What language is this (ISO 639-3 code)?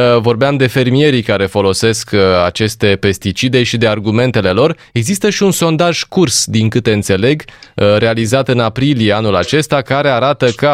ron